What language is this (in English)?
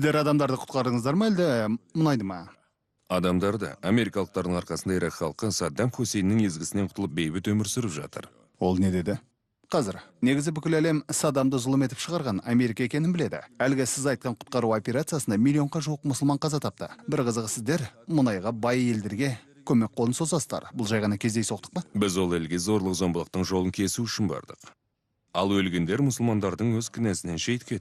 Kazakh